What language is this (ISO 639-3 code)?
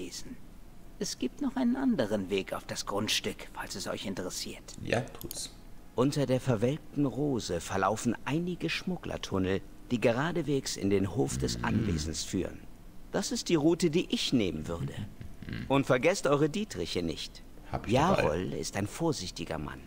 deu